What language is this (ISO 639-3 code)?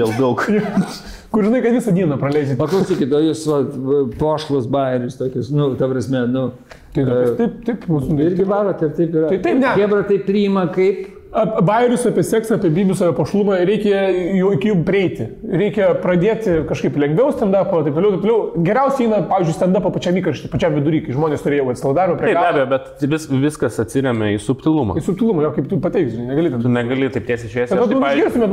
lit